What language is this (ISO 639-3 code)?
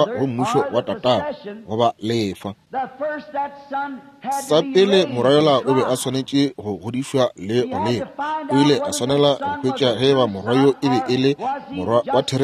nso